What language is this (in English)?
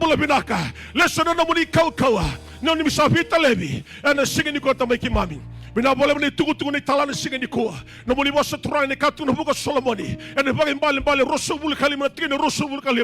Fijian